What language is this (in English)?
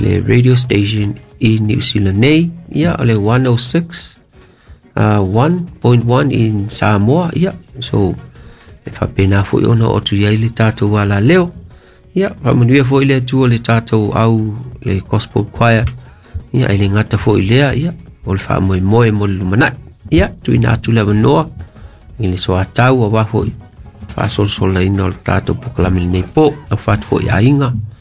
Samoan